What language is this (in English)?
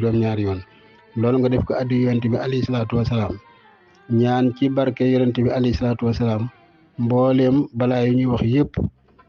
Wolof